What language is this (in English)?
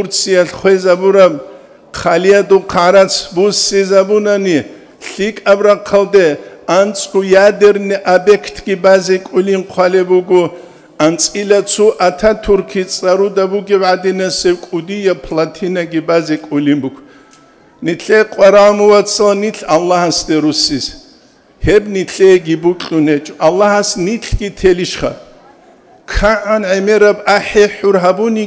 Avaric